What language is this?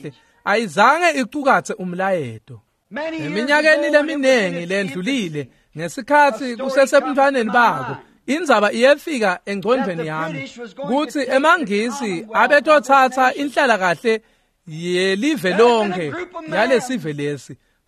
Swati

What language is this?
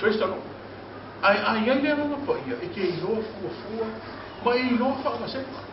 Samoan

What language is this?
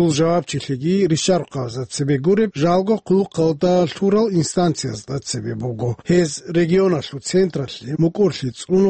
Avaric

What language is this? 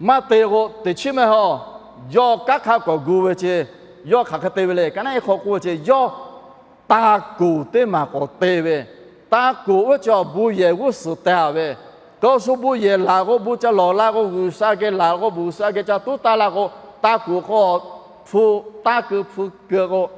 Lahu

